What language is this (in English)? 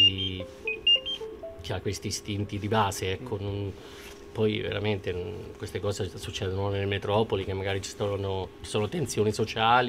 Italian